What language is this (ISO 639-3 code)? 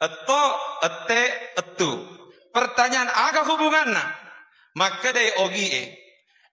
bug